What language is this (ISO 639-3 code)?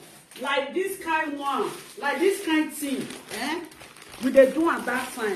pcm